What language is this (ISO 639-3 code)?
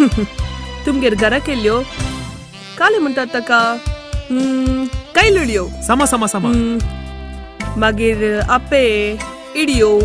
kok